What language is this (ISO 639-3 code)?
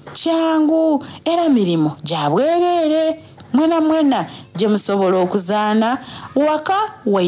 xog